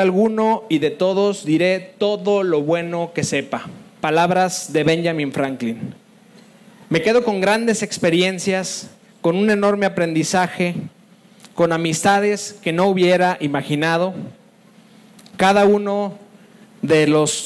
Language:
Spanish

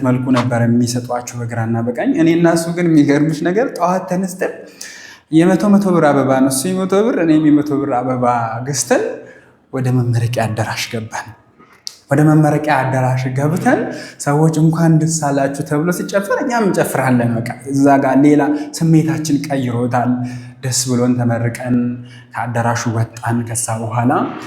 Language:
Amharic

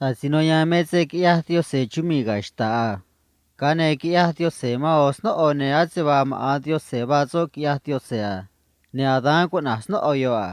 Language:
Copala Triqui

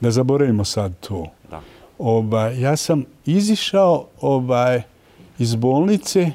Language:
Bosnian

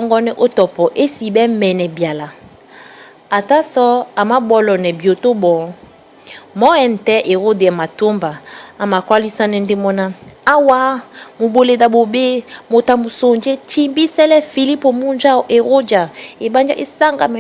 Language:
Duala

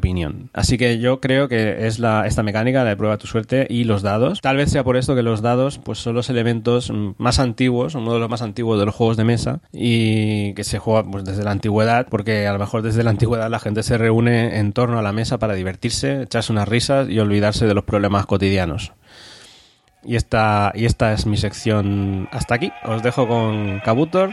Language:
Spanish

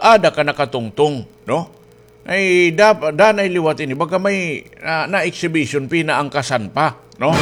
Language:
Waray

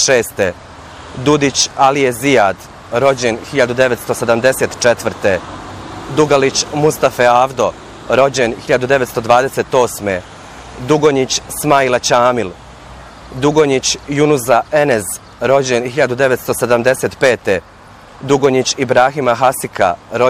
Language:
Bosnian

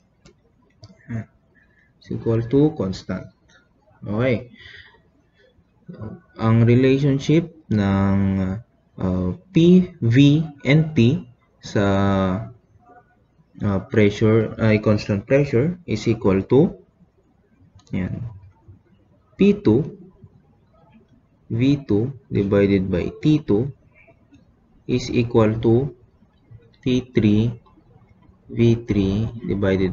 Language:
Filipino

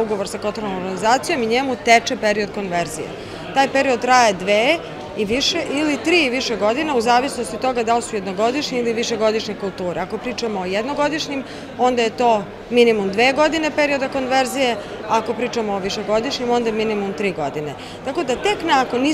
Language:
Serbian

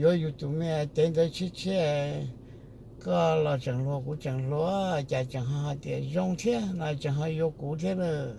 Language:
Hmong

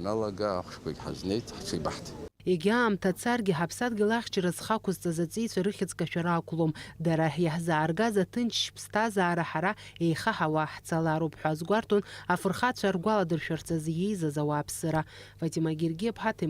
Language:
Abkhazian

